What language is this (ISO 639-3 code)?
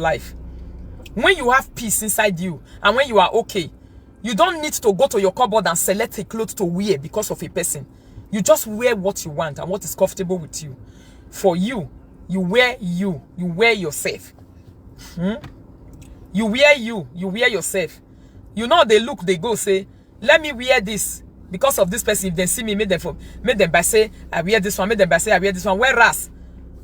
pcm